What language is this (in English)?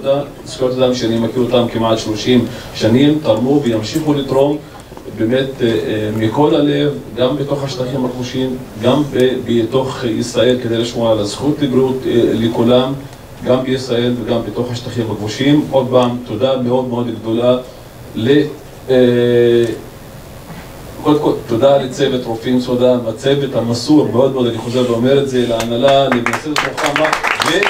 Hebrew